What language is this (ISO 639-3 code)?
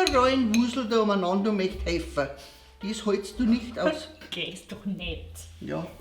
bar